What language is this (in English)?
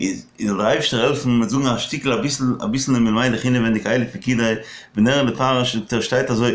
Yiddish